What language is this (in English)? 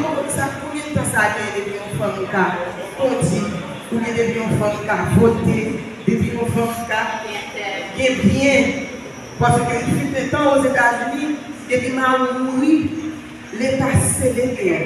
Haitian Creole